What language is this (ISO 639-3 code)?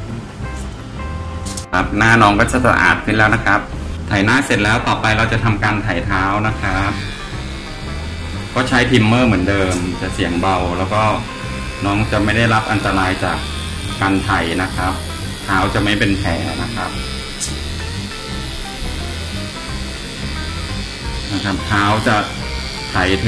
tha